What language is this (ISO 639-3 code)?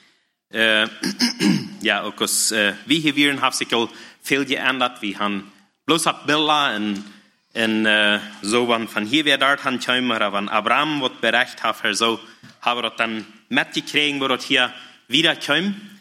deu